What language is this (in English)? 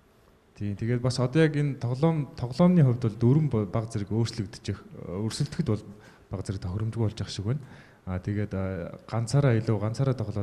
Mongolian